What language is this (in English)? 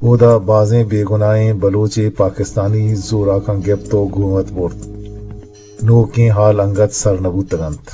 Eastern Balochi